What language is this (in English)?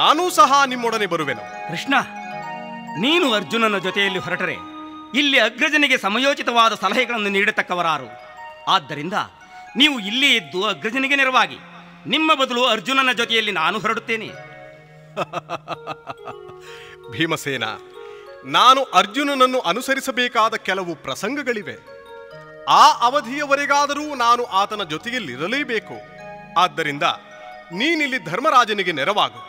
Kannada